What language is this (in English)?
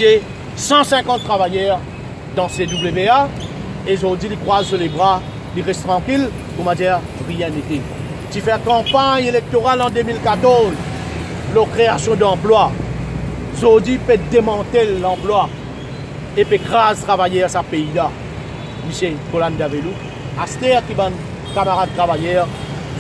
Morisyen